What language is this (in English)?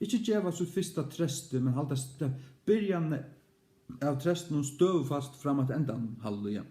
Faroese